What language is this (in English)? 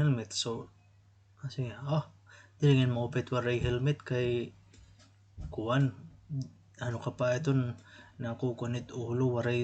Waray